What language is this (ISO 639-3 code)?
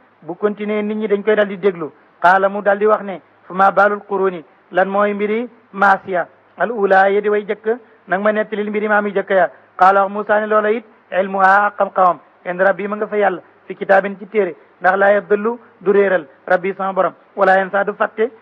wol